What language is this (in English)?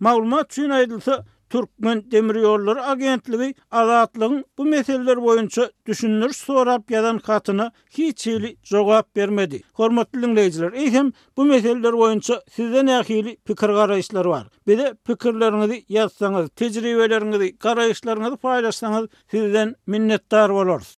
Turkmen